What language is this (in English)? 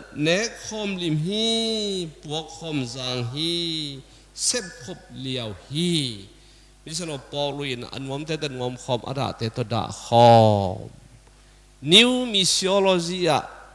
Tedim Chin